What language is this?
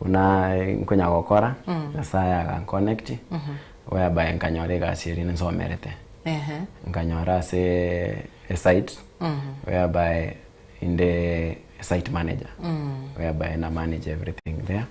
Gusii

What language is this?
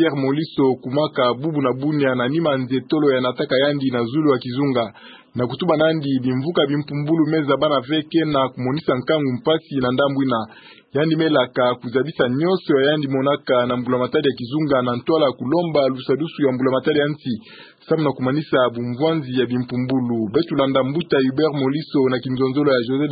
Kituba (Democratic Republic of Congo)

